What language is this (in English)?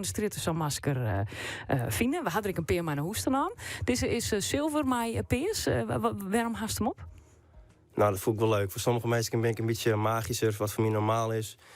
Western Frisian